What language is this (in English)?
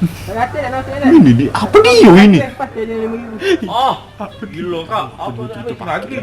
Musi